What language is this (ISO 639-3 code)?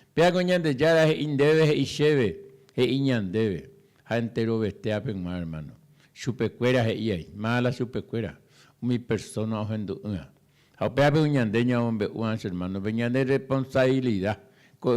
grn